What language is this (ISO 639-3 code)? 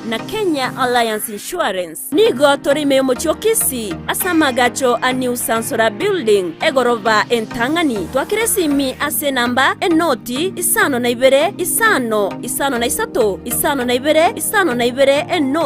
guz